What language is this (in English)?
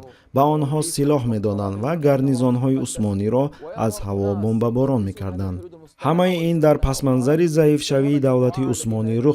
Tajik